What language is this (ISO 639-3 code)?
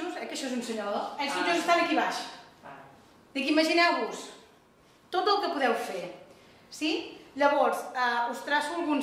cat